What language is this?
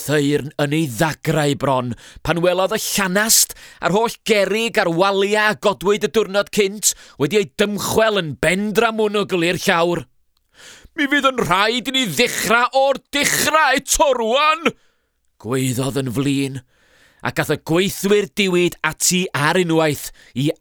Welsh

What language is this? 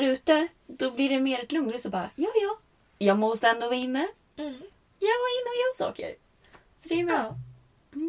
Swedish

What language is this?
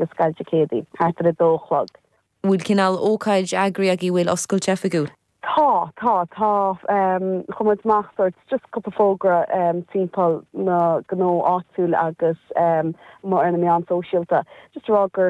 Irish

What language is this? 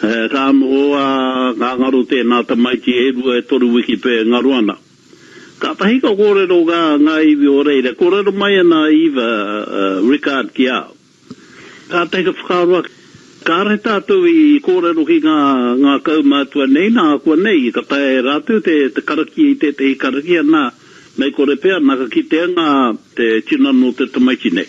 Māori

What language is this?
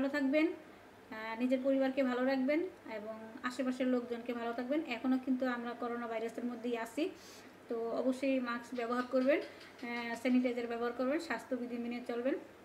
Bangla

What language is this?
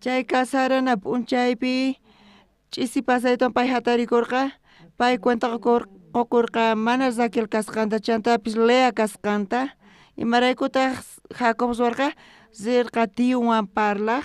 South Bolivian Quechua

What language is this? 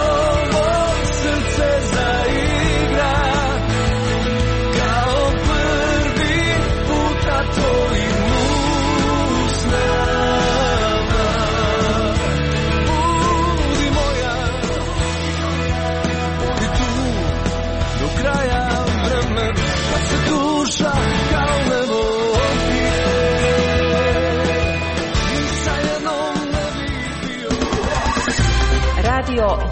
Croatian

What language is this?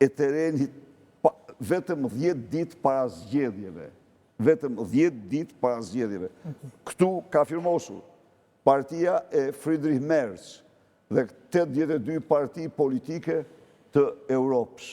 Albanian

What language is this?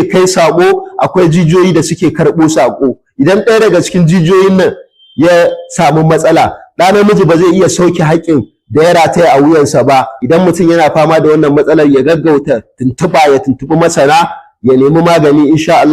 Hausa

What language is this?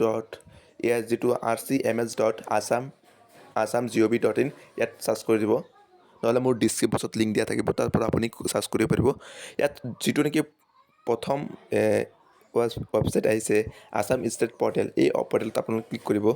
Assamese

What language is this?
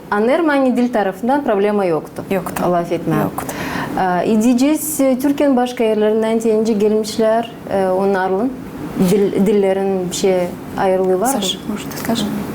Gagauz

